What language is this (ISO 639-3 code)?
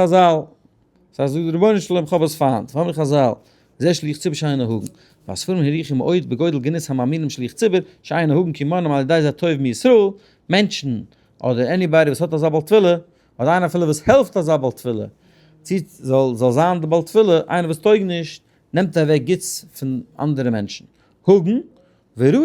yid